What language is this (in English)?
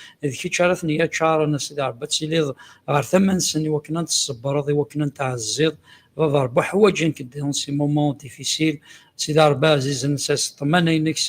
Kabyle